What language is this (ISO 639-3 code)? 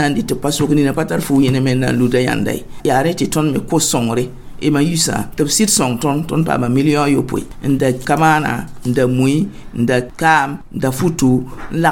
mos